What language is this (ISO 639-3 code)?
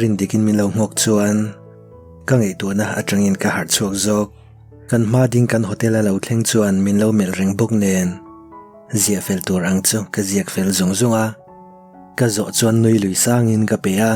lus